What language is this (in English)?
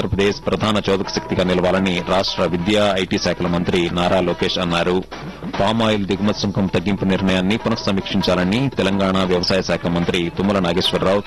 Telugu